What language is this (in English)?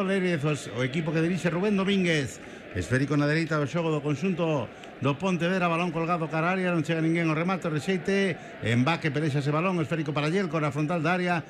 Galician